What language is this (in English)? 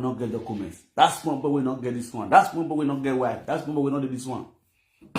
Nigerian Pidgin